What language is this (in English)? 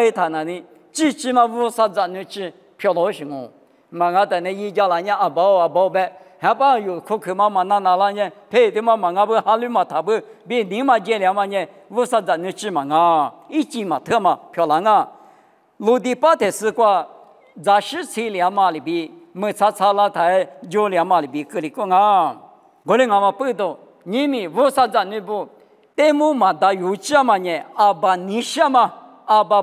Lisu